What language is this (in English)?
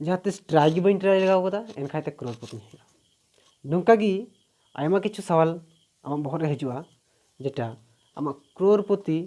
Santali